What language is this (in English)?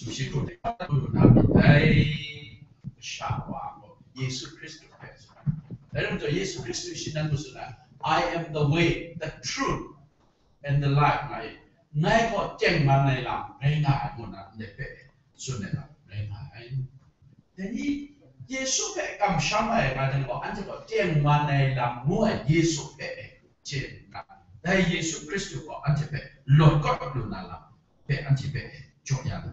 Kachin